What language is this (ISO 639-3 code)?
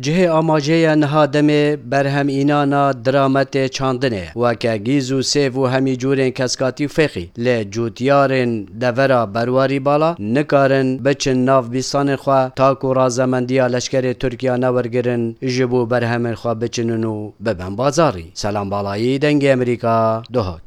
kur